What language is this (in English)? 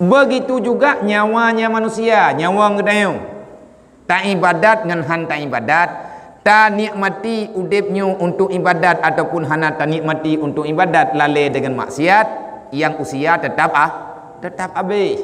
Achinese